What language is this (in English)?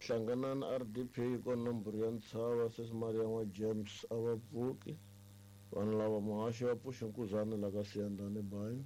Tsonga